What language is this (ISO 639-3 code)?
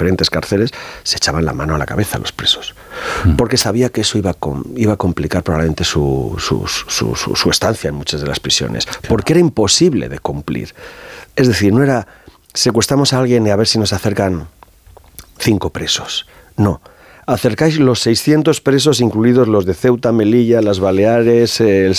spa